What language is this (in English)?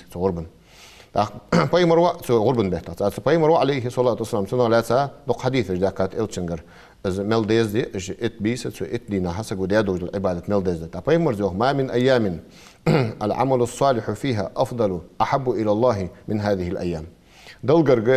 Ingush